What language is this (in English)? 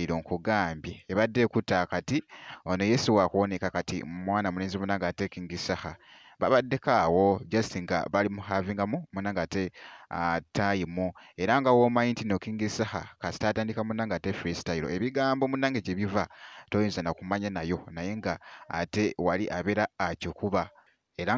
Ganda